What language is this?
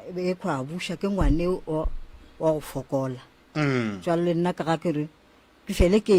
Northern Sotho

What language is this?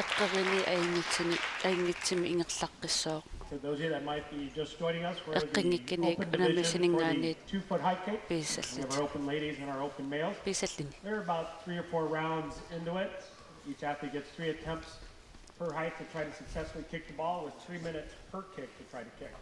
Kalaallisut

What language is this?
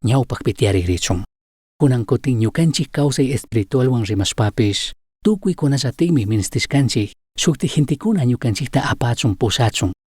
Chimborazo Highland Quichua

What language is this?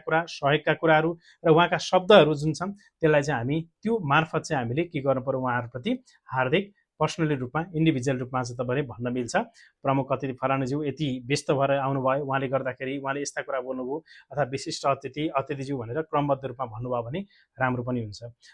Nepali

